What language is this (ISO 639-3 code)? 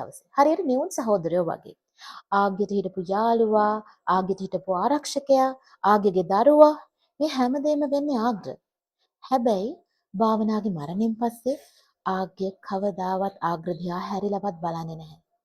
sin